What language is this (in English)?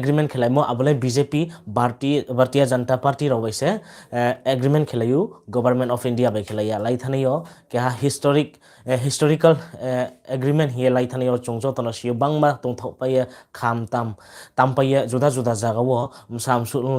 Riang (India)